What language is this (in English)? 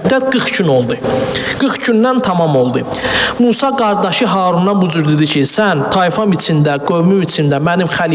Azerbaijani